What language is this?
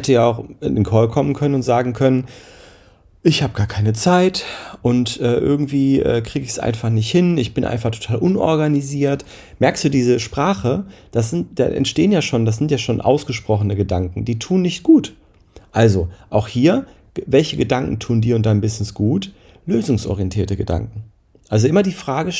German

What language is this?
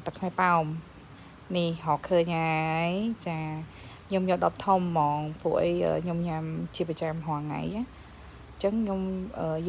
Khmer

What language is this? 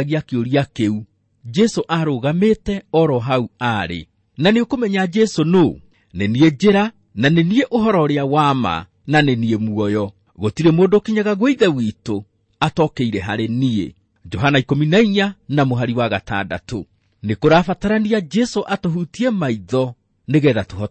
Kikuyu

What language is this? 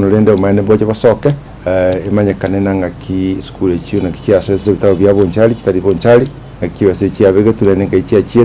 Gusii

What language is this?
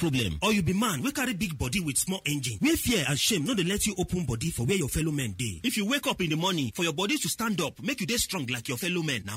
Nigerian Pidgin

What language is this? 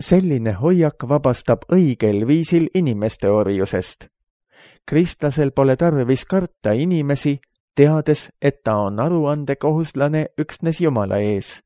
Estonian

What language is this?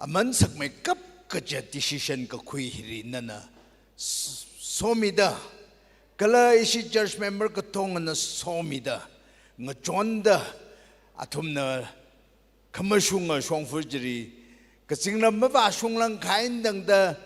Tangkhul Naga (India)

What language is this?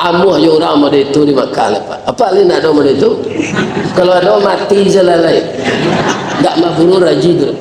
Minangkabau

